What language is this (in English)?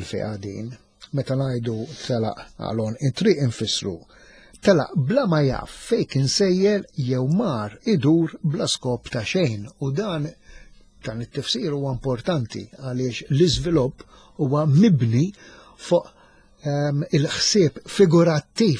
Maltese